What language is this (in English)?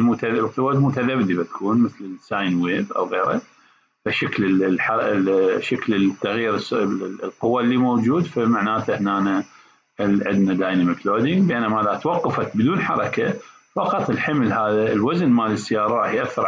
Mesopotamian Arabic